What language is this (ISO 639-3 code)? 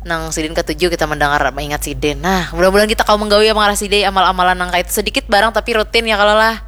bjn